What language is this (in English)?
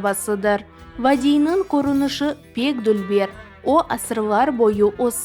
Crimean Tatar